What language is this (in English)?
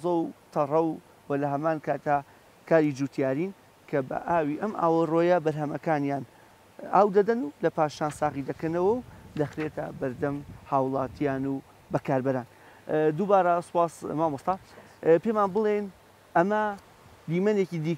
Central Kurdish